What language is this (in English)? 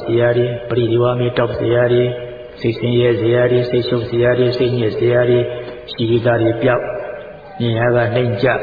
Burmese